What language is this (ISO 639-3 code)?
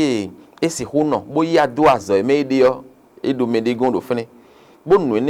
fon